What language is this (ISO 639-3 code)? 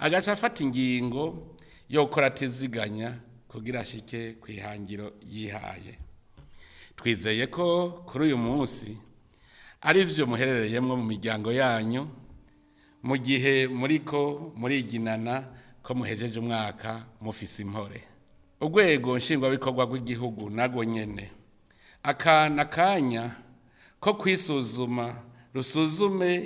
run